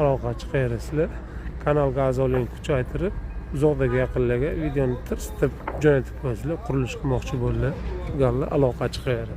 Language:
Uzbek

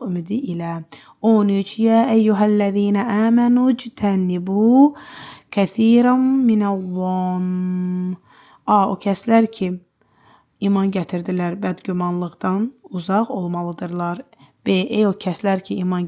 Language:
Azerbaijani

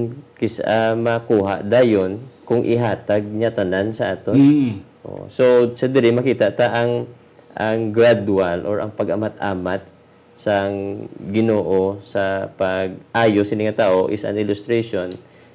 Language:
Hiligaynon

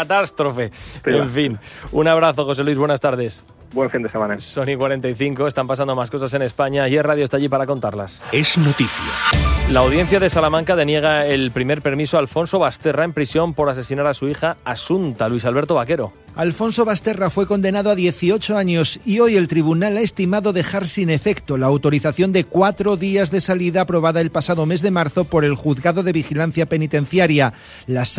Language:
Spanish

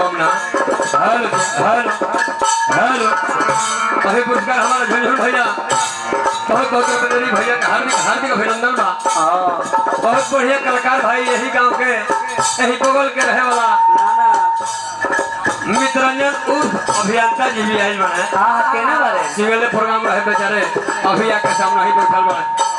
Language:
Bhojpuri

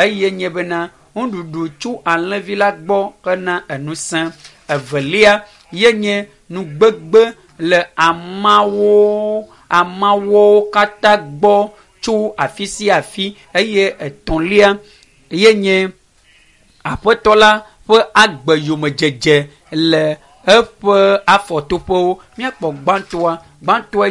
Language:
Ewe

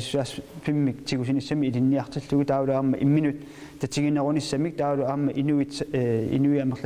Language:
Kalaallisut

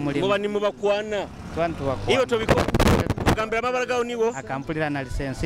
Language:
Nyoro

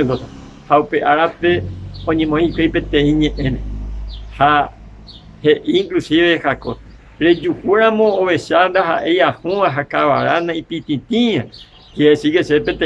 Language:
Guarani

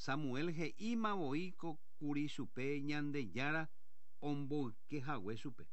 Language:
Guarani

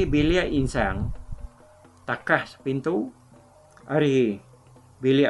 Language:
Iban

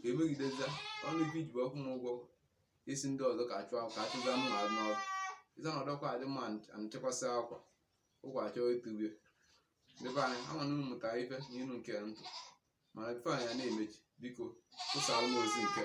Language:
Igbo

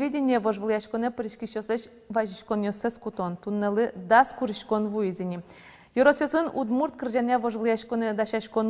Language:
Udmurt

